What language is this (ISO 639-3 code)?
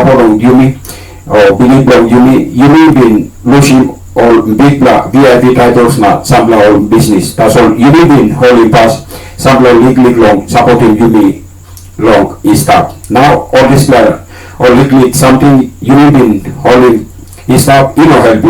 tpi